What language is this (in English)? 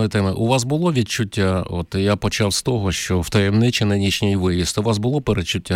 Ukrainian